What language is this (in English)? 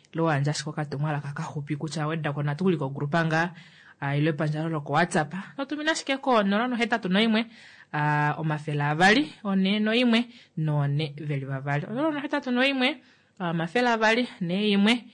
Kuanyama